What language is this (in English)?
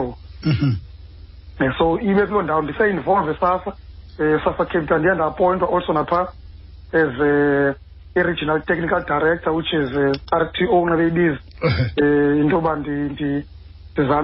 Xhosa